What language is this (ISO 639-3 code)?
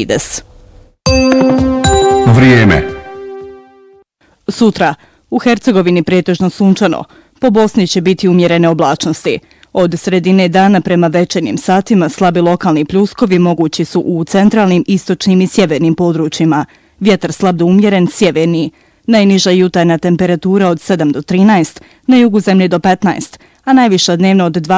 bos